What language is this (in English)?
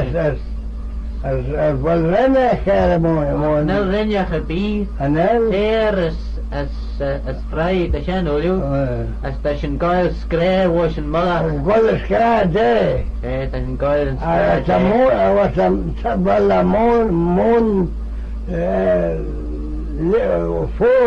Manx